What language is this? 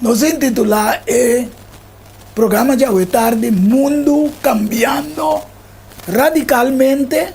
Papiamento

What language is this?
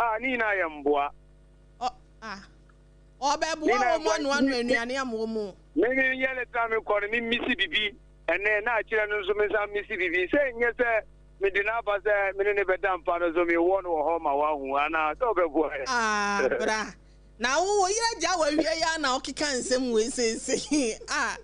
Akan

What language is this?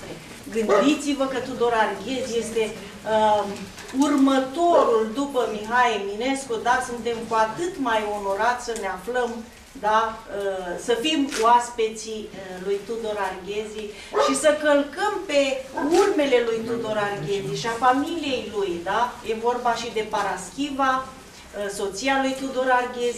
Romanian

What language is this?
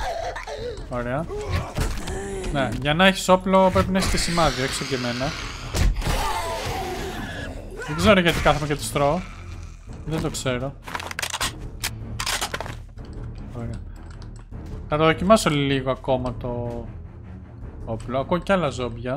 Greek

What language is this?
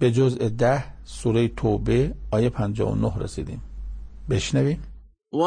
Persian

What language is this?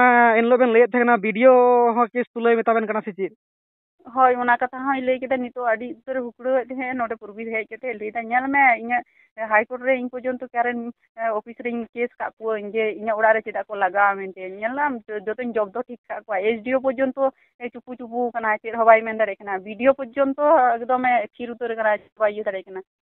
Santali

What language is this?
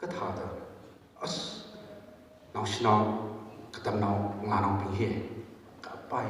Tangkhul Naga (India)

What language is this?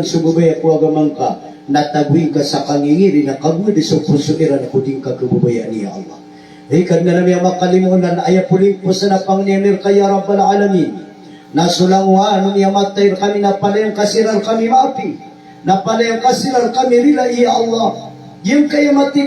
Maranao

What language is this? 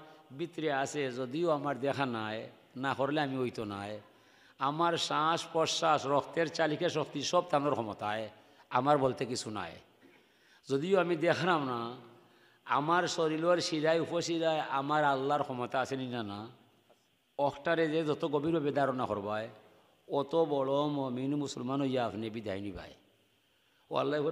Sylheti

